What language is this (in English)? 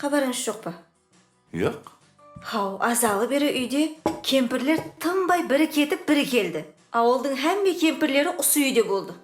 Kara-Kalpak